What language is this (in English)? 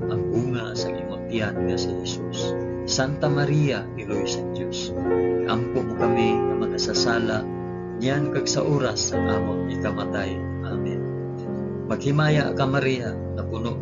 Hiligaynon